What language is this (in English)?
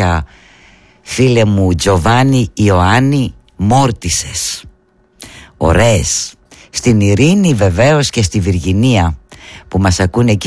Greek